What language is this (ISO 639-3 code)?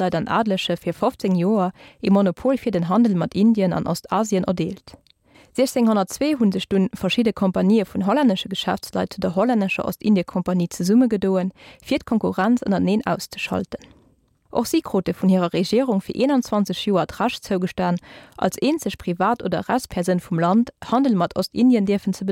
ltz